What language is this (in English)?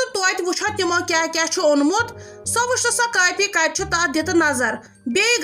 Kashmiri